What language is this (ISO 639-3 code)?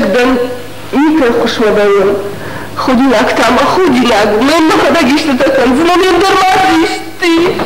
oss